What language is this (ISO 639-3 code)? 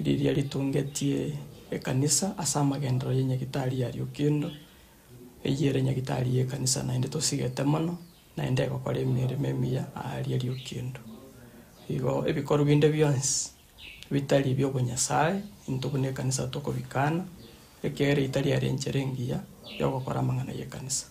guz